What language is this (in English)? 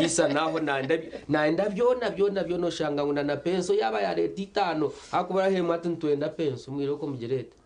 Nyankole